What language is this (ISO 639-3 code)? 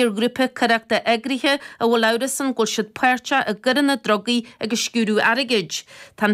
gle